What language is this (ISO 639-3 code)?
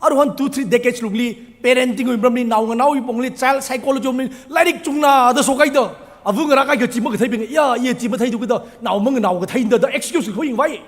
nmf